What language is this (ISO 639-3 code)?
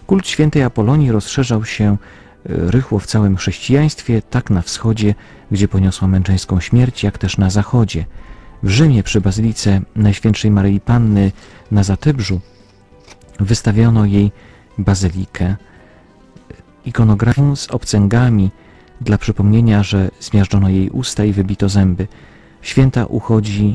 pol